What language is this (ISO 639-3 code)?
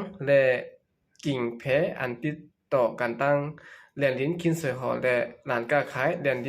shn